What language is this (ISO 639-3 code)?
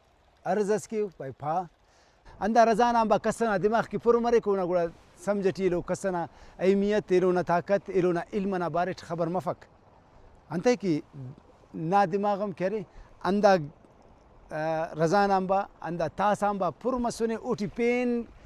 brh